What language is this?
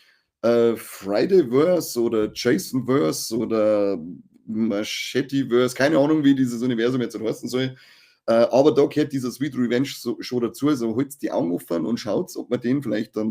Bavarian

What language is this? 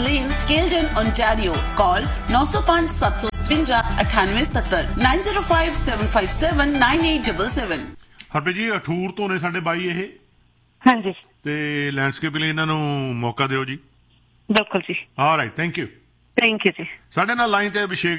Punjabi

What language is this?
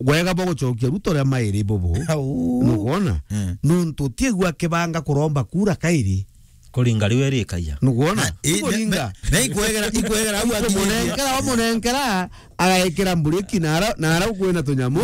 Meru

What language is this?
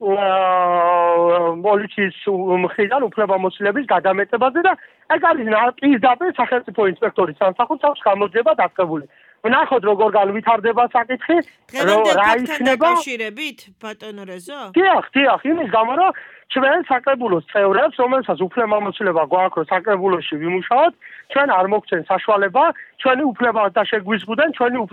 Georgian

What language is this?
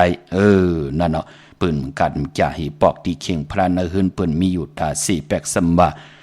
Shan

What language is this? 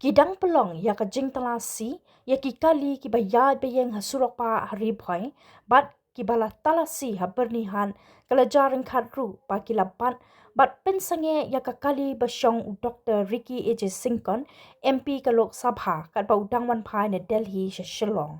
Khasi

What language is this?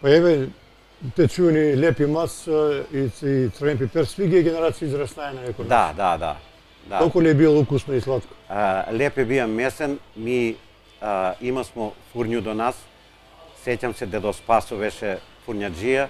Macedonian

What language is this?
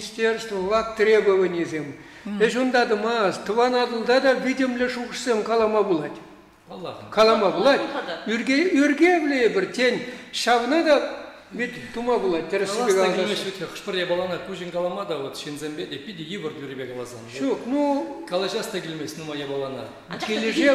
Chuvash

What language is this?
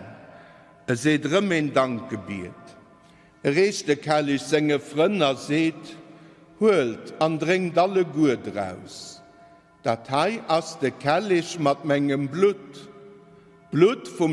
Luxembourgish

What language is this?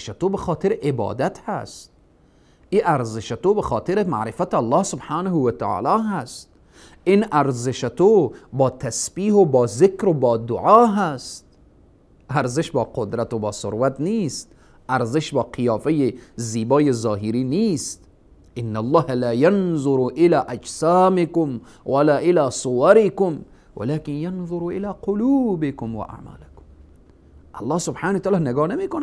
Persian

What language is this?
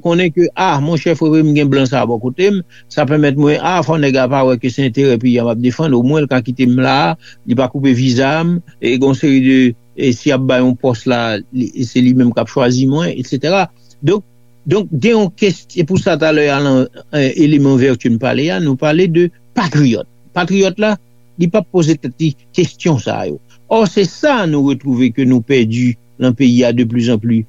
Haitian Creole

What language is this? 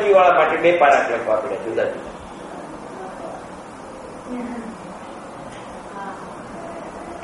Gujarati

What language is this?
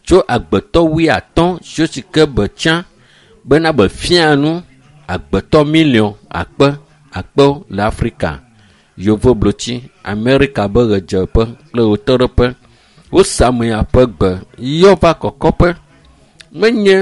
Ewe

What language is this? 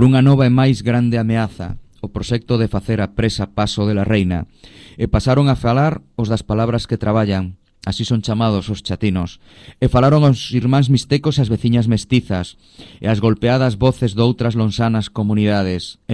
Galician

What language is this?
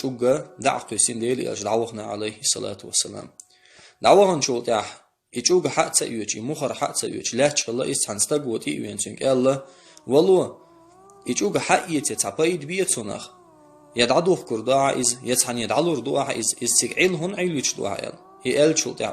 Chechen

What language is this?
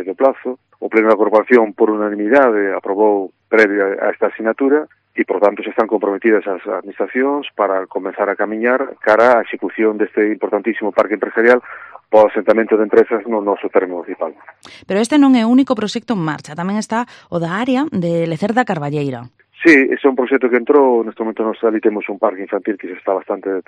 Galician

